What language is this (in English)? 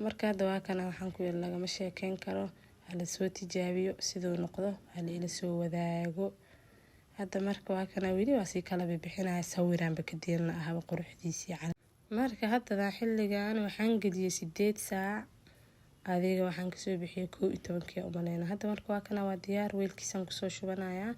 Somali